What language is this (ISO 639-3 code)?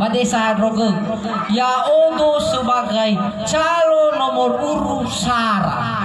nia